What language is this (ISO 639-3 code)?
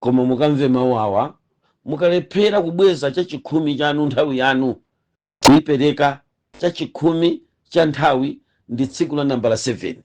nya